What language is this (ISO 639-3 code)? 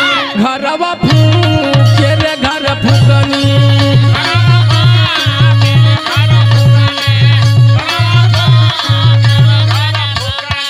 bho